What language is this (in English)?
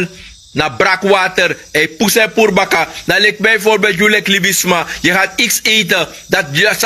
Sranan Tongo